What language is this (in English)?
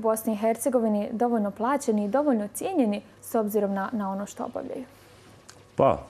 Bosnian